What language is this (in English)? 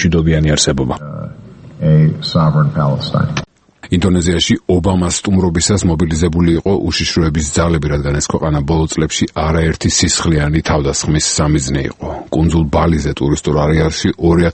Georgian